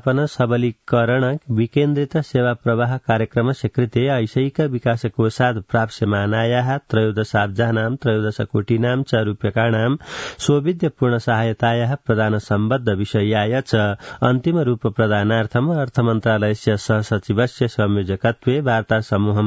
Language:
Sanskrit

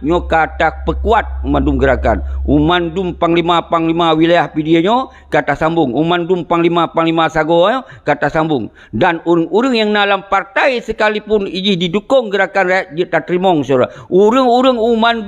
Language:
Achinese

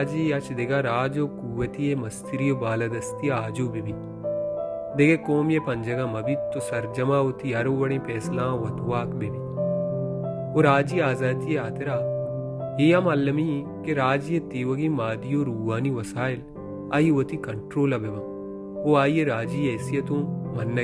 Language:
Baluchi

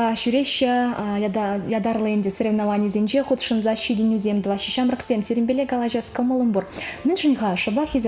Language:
Chuvash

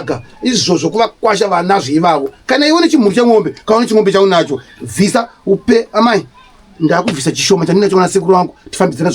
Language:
Shona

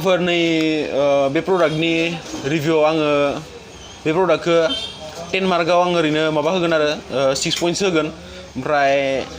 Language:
Bodo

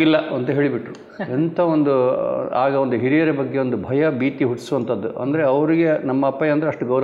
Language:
Kannada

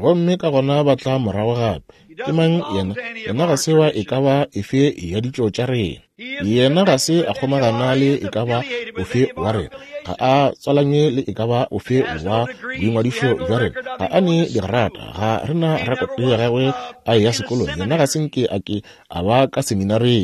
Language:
Northern Sotho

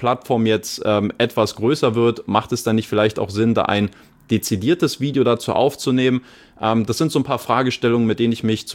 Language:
German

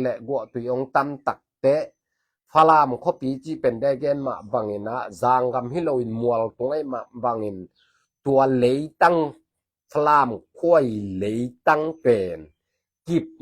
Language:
Tedim Chin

